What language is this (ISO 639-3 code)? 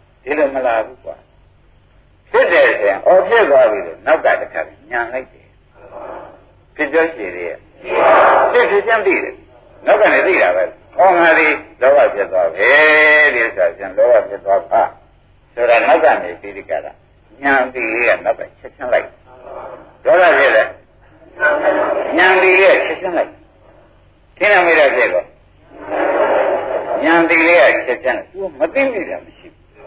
mya